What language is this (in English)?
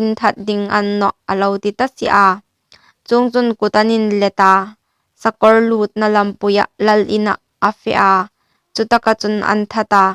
Hmar